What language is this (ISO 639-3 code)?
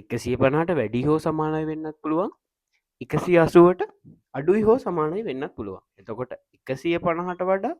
sin